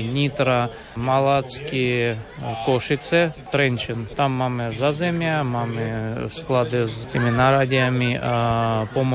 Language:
Slovak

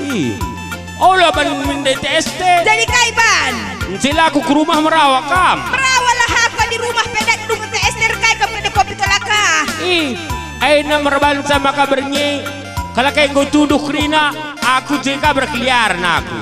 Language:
Batak Karo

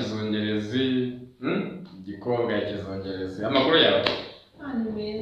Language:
Kinyarwanda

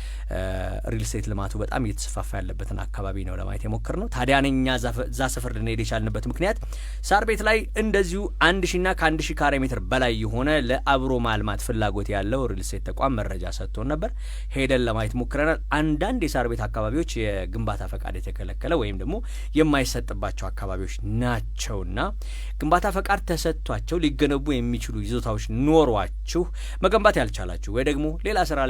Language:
Amharic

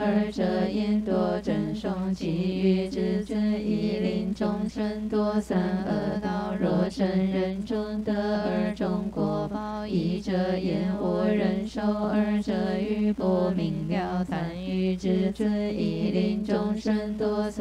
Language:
Chinese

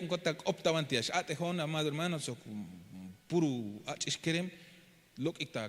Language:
Tzeltal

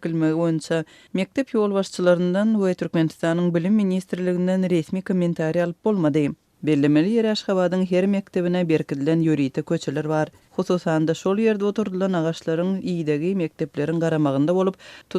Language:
Turkmen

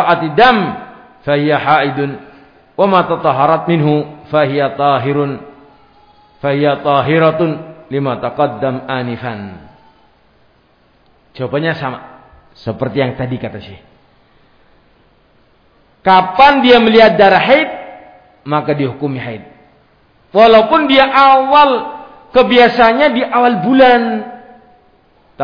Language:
Indonesian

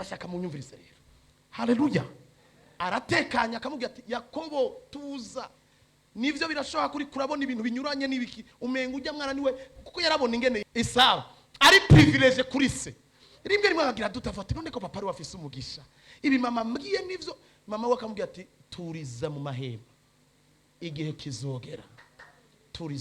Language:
Rundi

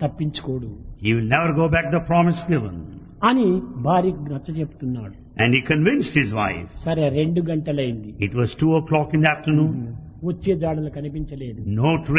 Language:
Telugu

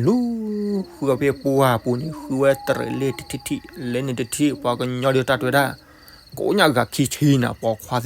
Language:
S'gaw Karen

